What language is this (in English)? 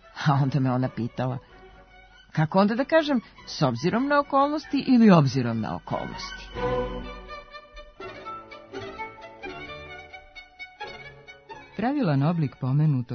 Serbian